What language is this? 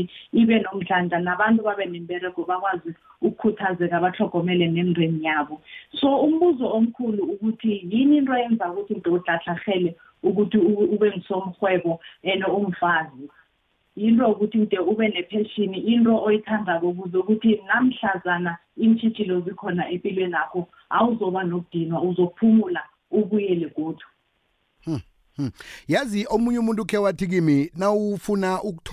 South Ndebele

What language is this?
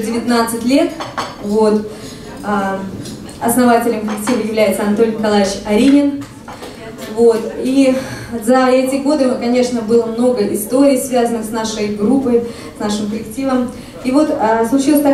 Russian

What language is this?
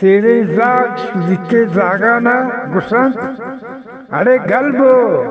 Eastern Balochi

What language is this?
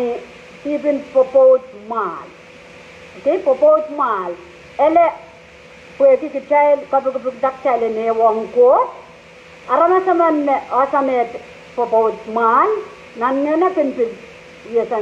Pohnpeian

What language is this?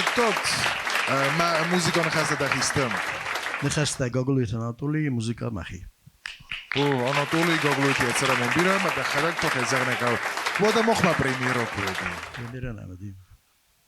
Ossetic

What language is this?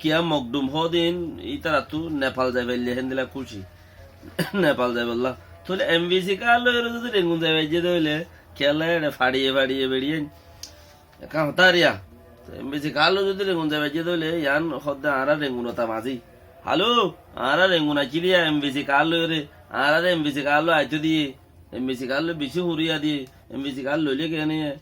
Rohingya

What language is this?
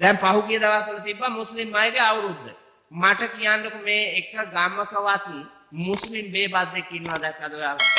Sinhala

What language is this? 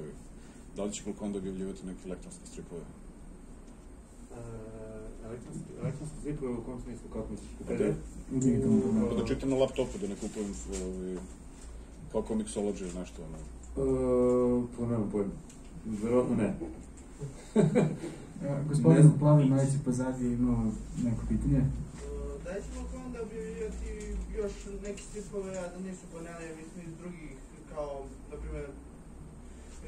Serbian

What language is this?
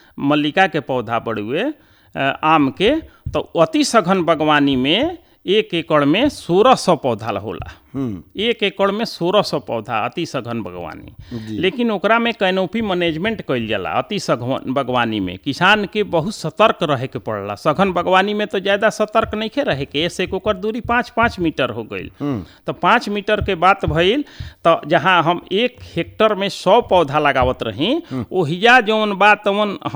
Bhojpuri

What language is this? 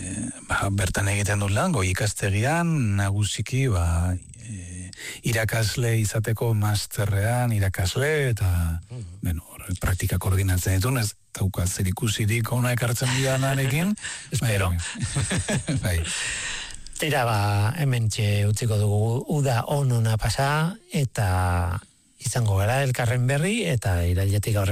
Basque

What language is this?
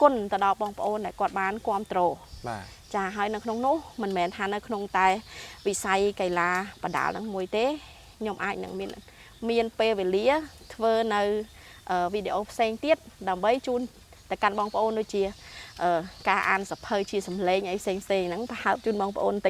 Khmer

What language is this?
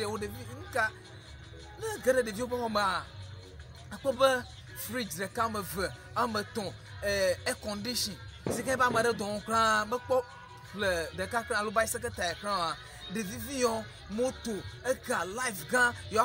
Ewe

